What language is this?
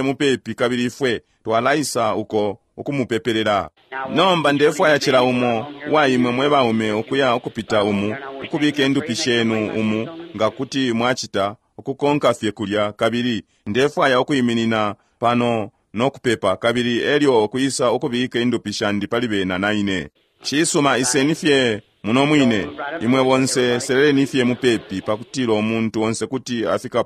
Bemba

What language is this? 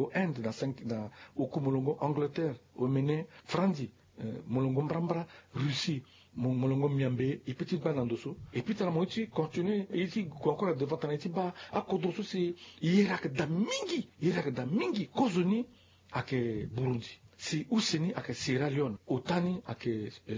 Sango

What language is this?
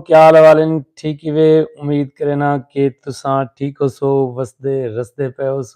Saraiki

